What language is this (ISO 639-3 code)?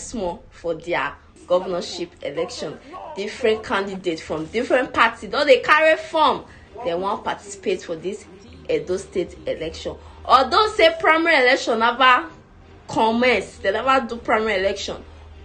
pcm